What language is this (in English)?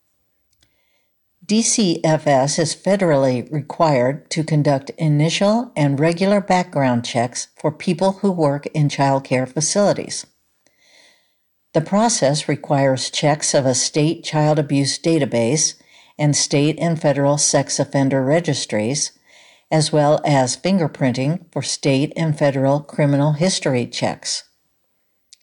English